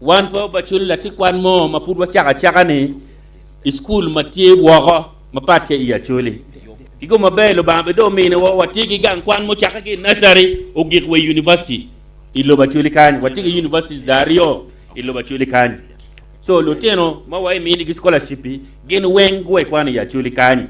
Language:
Acoli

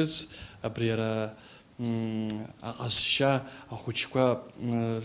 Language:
Abkhazian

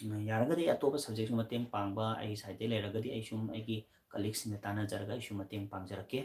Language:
Manipuri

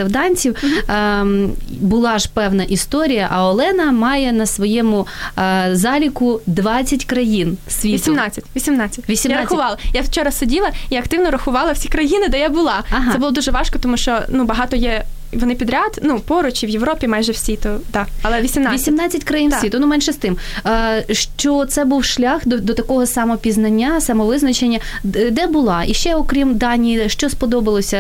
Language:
Ukrainian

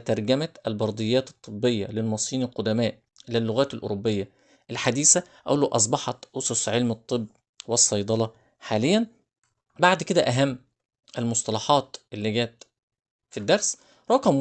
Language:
Egyptian Arabic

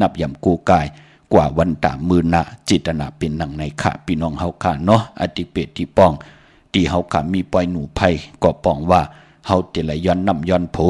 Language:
Shan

